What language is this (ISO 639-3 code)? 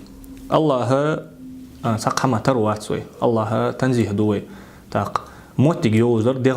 inh